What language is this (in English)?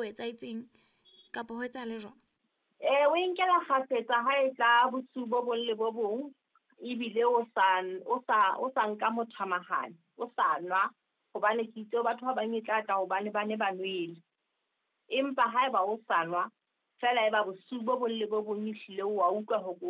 Southern Sotho